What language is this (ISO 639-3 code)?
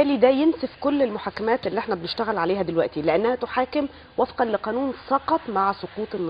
arz